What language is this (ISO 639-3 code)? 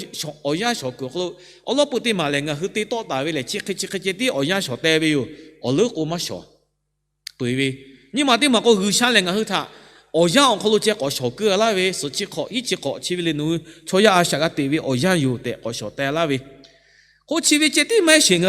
lhu